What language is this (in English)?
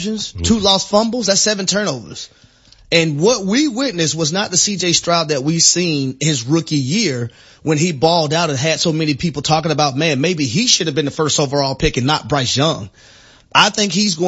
English